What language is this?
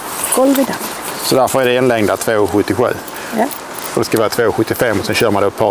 Swedish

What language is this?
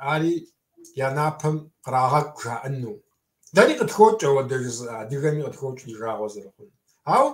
Kabardian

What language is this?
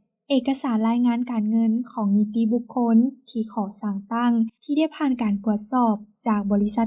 Lao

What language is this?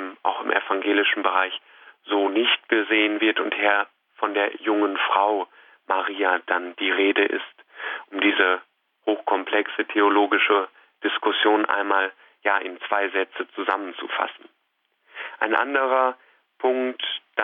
German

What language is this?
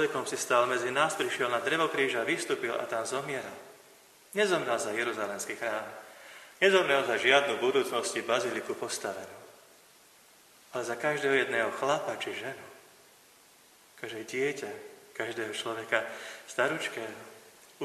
Slovak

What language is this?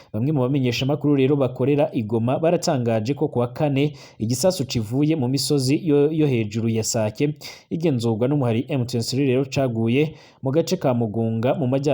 Rundi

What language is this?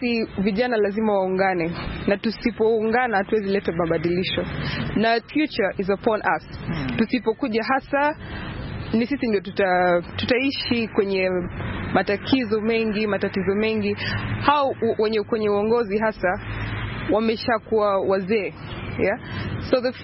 Swahili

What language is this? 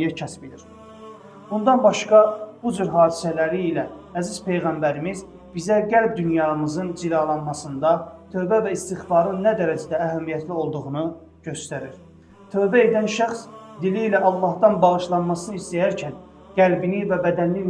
Azerbaijani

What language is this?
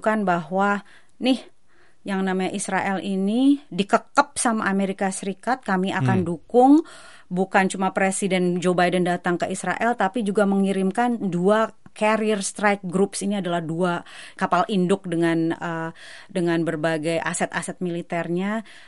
Indonesian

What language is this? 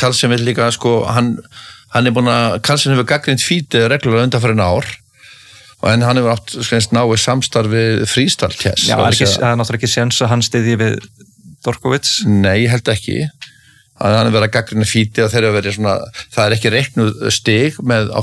Icelandic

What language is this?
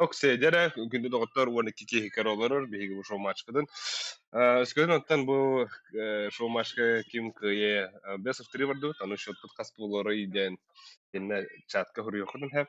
Yakut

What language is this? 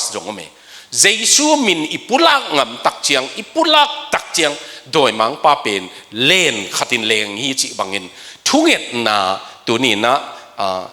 Tedim Chin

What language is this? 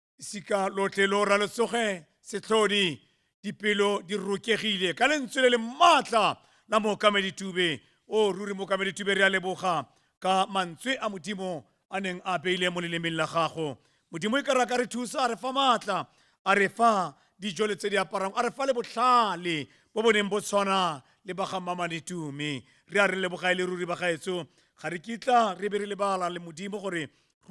Tswana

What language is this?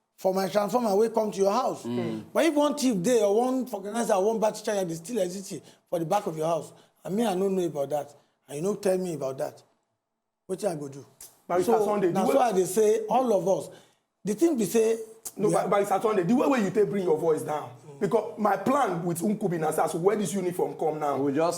Nigerian Pidgin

